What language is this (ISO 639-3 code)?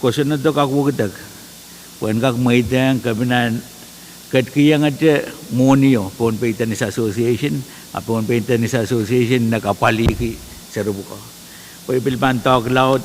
pon